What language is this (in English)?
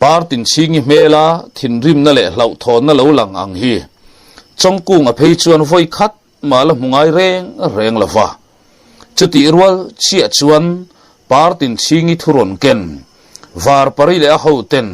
Mizo